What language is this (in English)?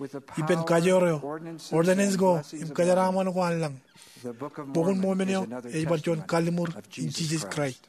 Marshallese